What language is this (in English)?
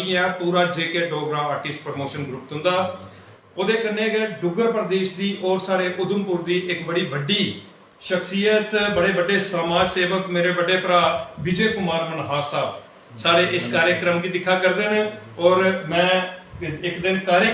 Dogri